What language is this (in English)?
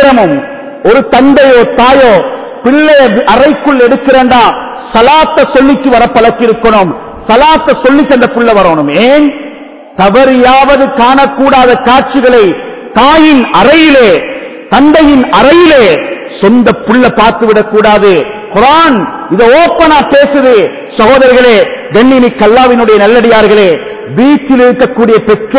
Tamil